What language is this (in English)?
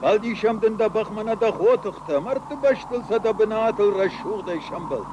Ossetic